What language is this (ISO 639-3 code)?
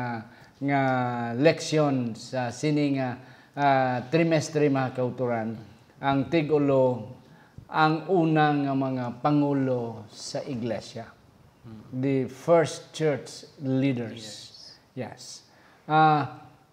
hil